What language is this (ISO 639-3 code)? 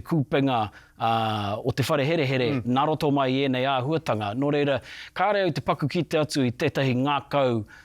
mri